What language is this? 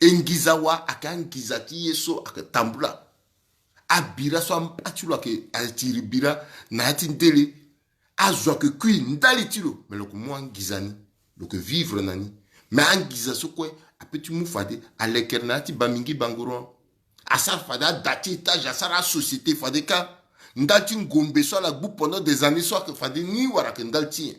Sango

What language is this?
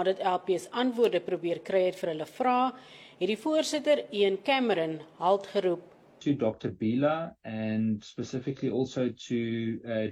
Afrikaans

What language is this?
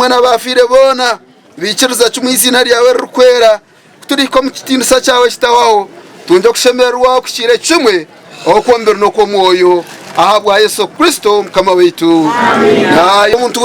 Nyankole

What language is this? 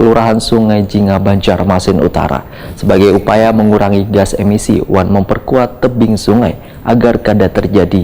Banjar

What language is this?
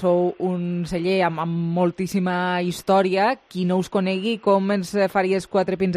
Catalan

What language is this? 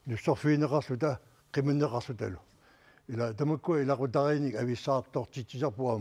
Kalaallisut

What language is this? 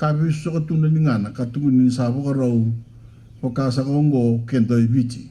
Fijian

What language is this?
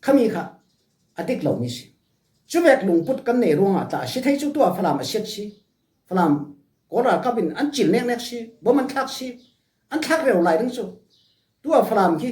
Falam Chin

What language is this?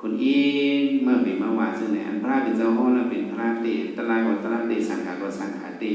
Shan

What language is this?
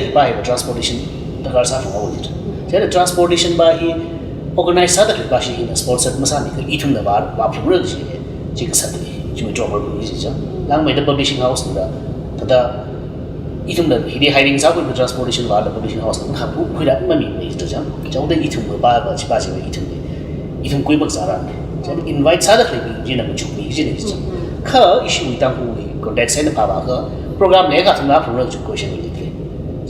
Tangkhul Naga (India)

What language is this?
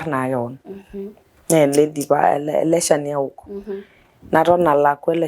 Masai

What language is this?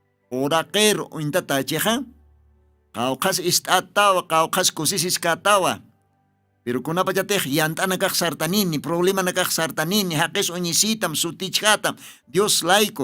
Aymara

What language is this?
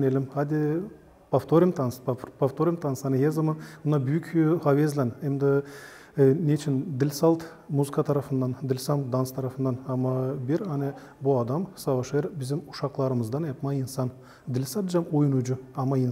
Gagauz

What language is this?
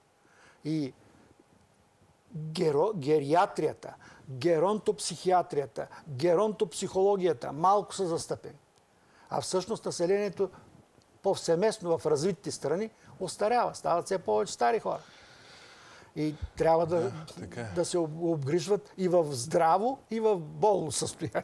Bulgarian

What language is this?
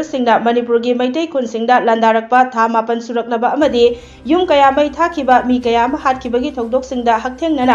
Manipuri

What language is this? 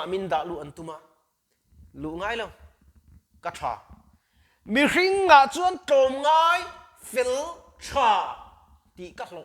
Mizo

